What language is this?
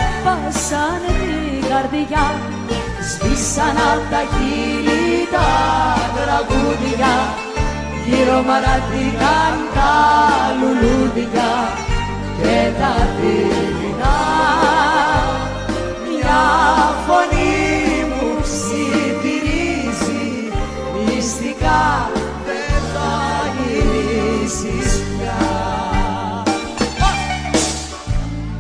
Greek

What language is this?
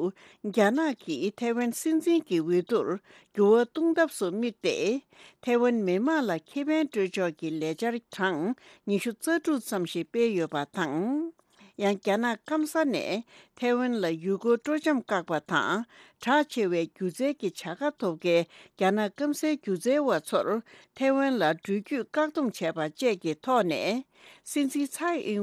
Tibetan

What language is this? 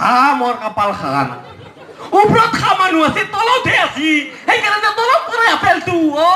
Assamese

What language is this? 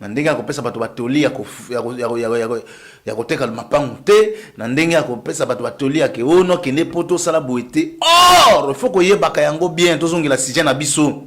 Lingala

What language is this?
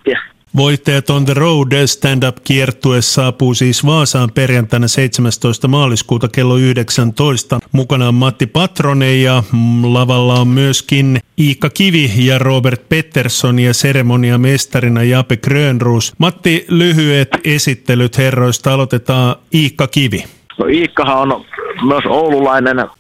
Finnish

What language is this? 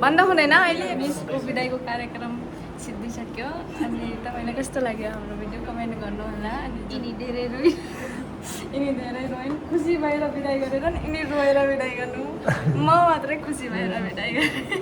Nepali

